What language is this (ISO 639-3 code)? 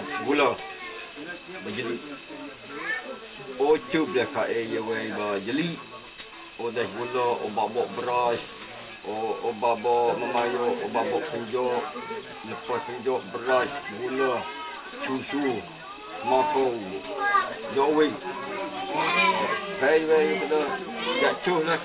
msa